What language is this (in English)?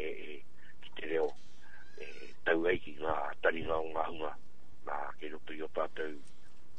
Māori